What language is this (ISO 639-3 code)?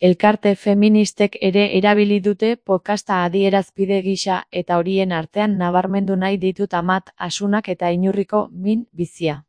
eus